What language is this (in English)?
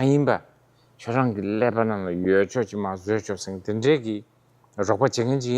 Tibetan